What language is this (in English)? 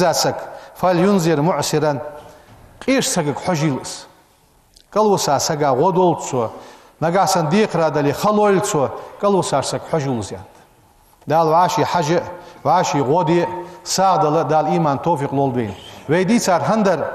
Ingush